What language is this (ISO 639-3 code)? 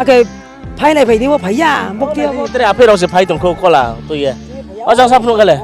ria